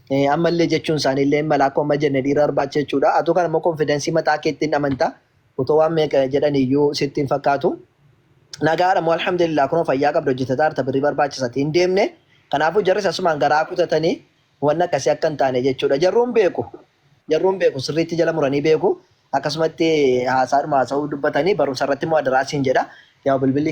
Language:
Oromo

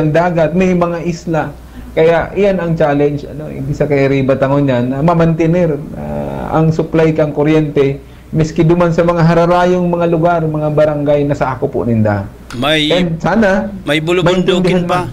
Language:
Bikol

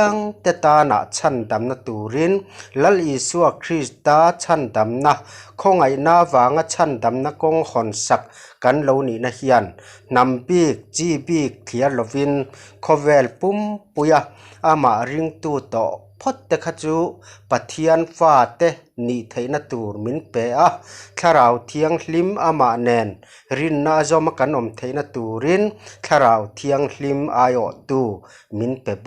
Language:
Mizo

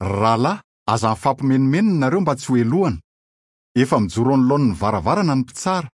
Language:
Malagasy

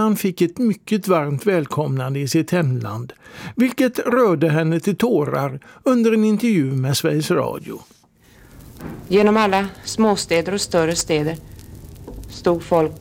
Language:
Swedish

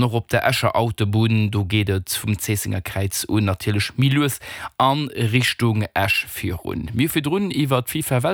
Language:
Luxembourgish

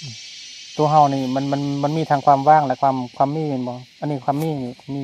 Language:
Lao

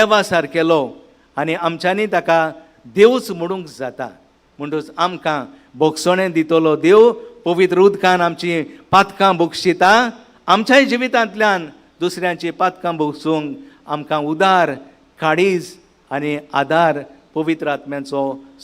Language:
Konkani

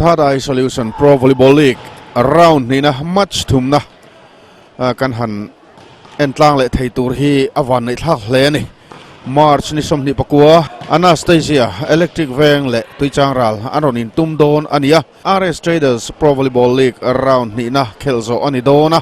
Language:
Mizo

